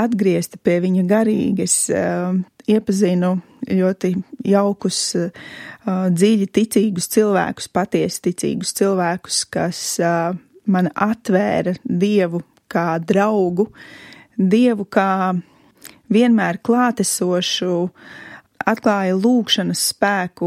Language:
Latvian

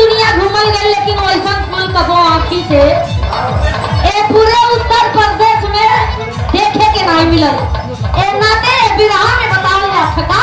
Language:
Bhojpuri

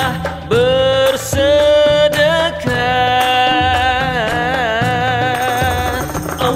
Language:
Malay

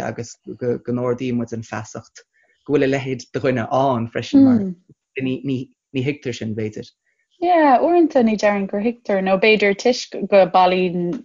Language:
Irish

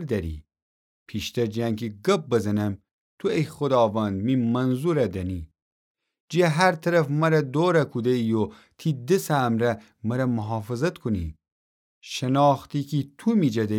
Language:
Gilaki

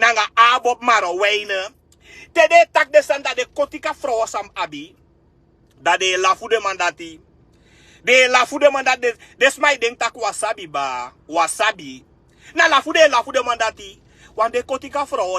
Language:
Sranan Tongo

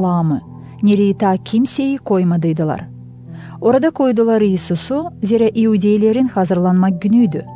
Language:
Gagauz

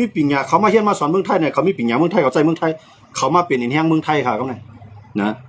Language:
Shan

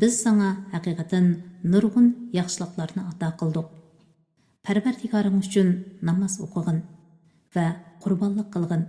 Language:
Uyghur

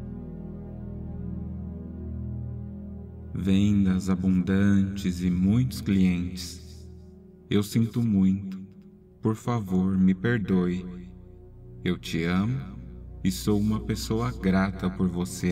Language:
Portuguese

